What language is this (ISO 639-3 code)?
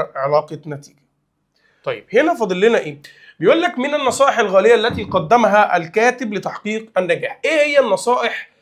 arz